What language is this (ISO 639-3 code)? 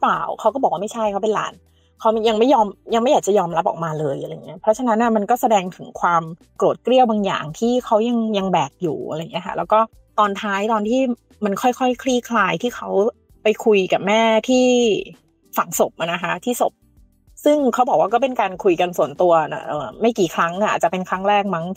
tha